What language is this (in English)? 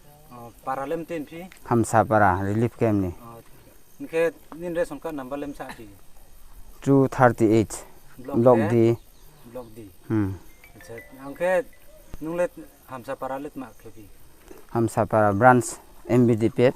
Riang (India)